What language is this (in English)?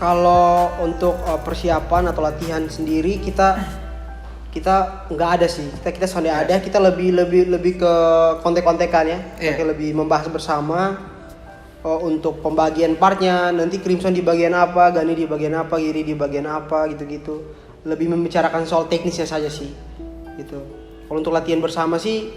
Tetum